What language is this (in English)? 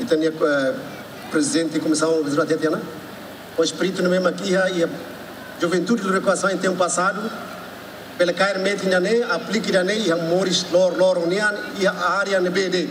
Tetum